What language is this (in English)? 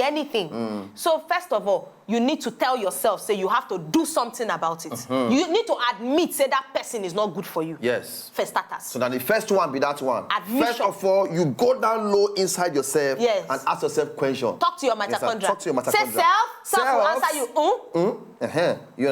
Nigerian Pidgin